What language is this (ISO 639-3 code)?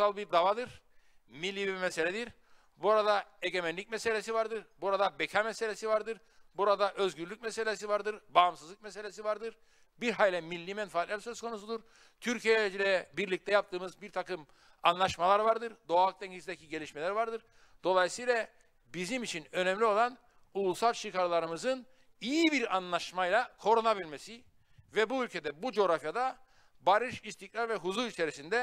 tur